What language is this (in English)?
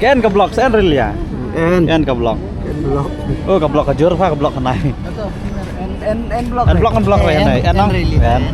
Khasi